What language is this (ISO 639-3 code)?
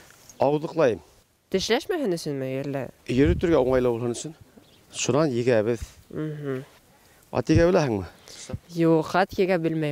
bak